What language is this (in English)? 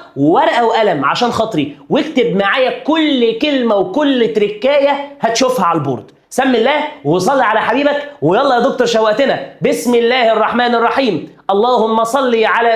Egyptian Arabic